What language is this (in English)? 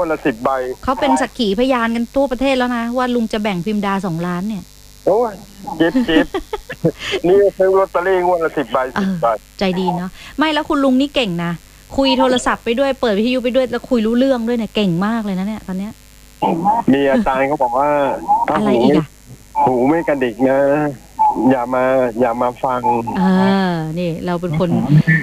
Thai